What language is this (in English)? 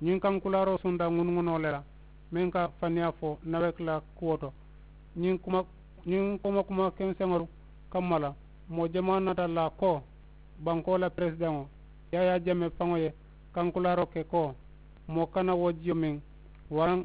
Mandingo